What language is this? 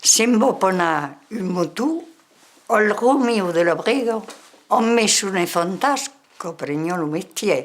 Occitan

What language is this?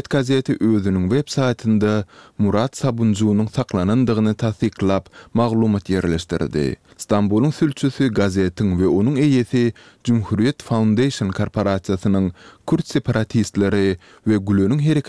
Turkmen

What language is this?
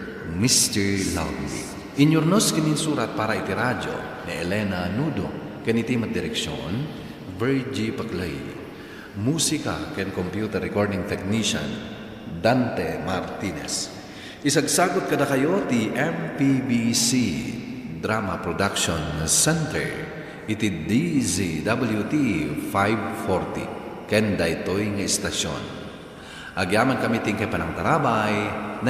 Iloko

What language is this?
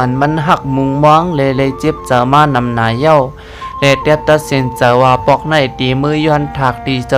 Shan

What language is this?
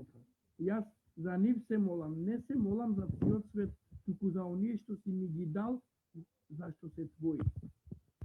Balkan Romani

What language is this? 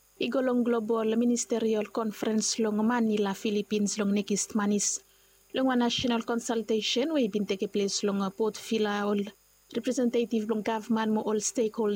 Bislama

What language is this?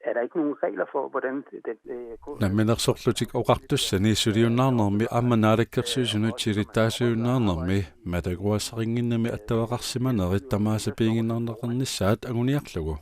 Kalaallisut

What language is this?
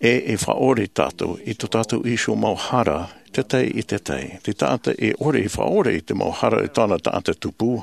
Tahitian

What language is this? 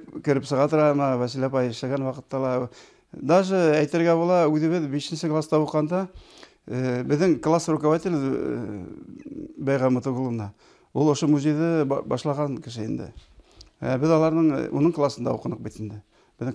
Bashkir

